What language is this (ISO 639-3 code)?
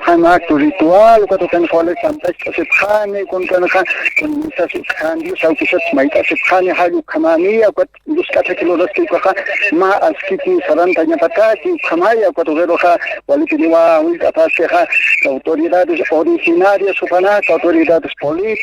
aym